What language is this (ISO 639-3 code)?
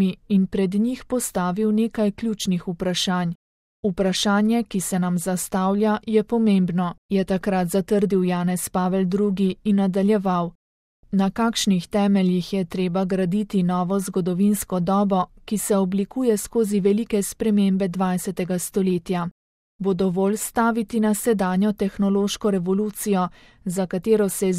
slv